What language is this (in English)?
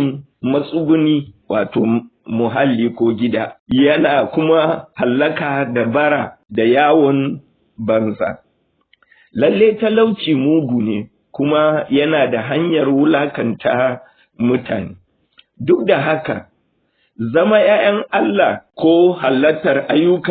Hausa